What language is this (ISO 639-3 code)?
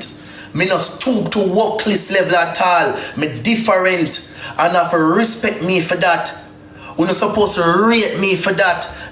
jam